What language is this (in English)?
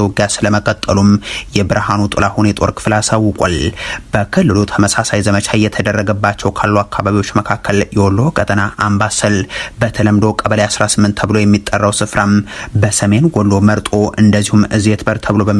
Amharic